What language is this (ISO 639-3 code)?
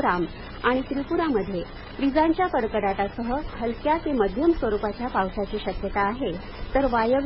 mar